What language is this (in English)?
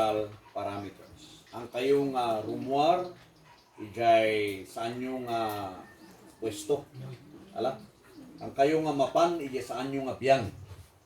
Iloko